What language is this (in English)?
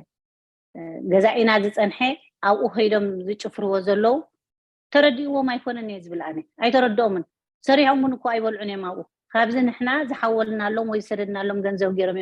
Tigrinya